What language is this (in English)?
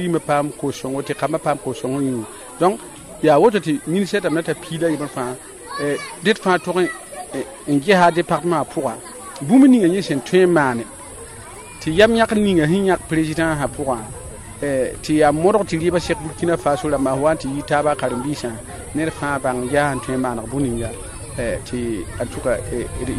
Mossi